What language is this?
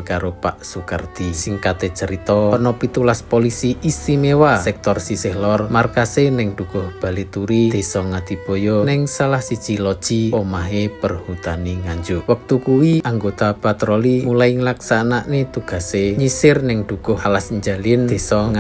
Javanese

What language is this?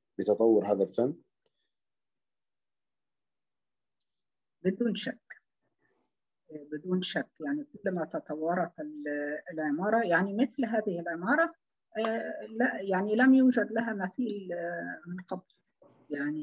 Arabic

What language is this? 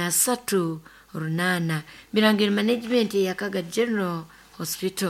Nyoro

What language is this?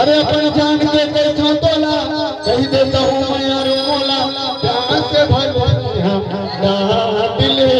Chhattisgarhi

